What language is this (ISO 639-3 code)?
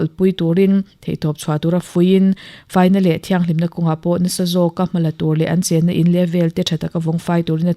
lus